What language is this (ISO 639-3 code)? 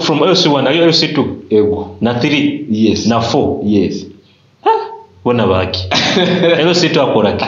nyo